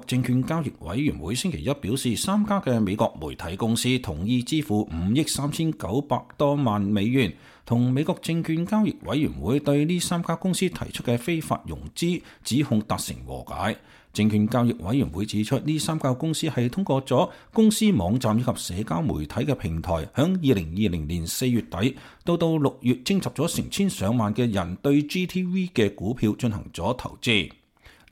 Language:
Cantonese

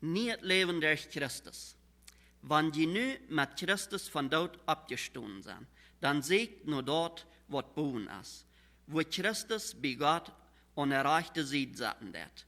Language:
Plautdietsch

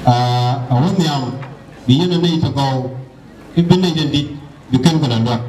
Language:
Nuer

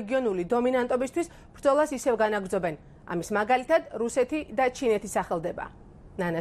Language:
Georgian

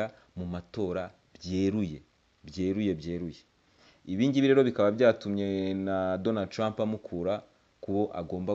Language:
Kinyarwanda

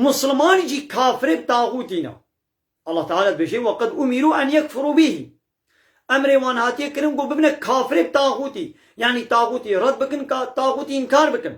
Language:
Kurdish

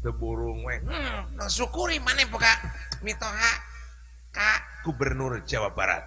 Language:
Sundanese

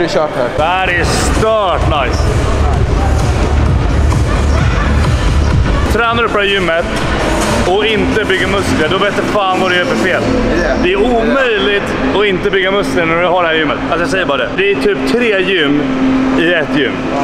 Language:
Swedish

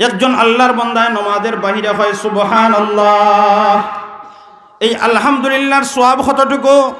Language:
Sylheti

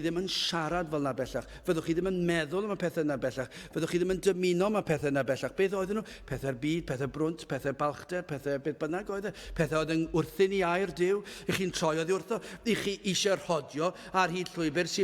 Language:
Welsh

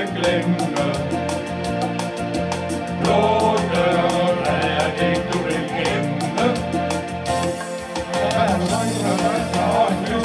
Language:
Danish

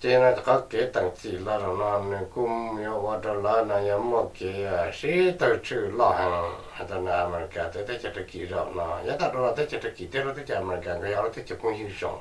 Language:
Hmong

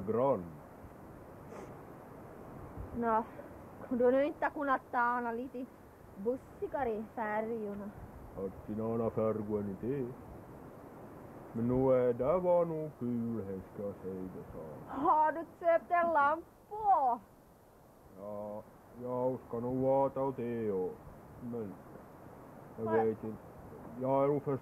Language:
Swedish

